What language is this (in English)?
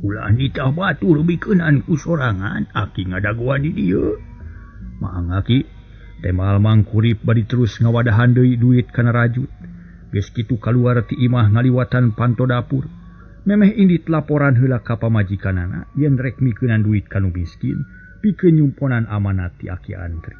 Sundanese